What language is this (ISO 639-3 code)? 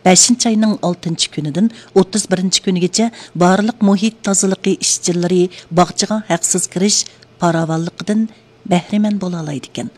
uig